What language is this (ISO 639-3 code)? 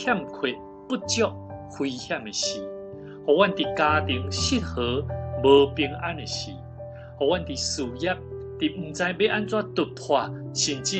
nan